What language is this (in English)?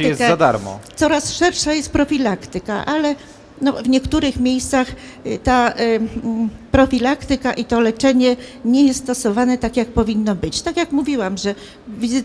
Polish